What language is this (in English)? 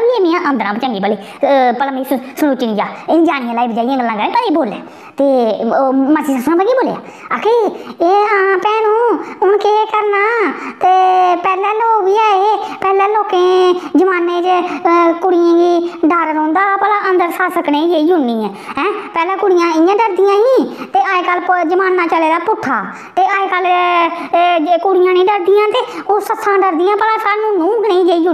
Dogri